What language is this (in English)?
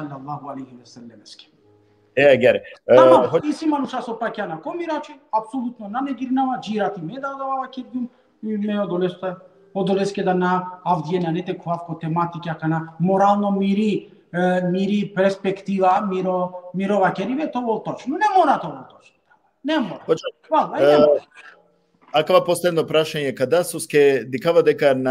Balkan Romani